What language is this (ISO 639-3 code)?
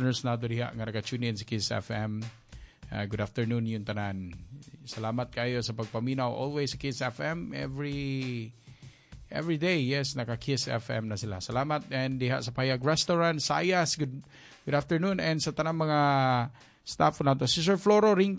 ceb